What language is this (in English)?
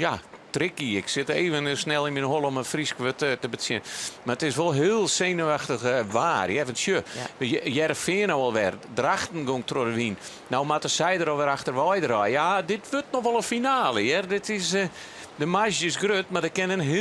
Western Frisian